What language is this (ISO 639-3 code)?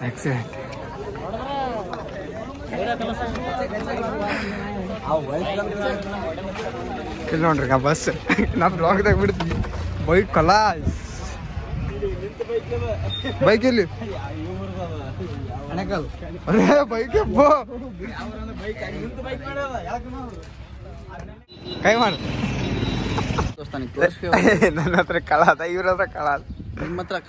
kan